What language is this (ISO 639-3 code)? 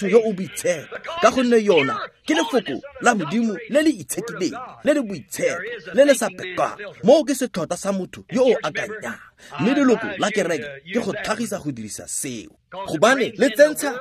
tsn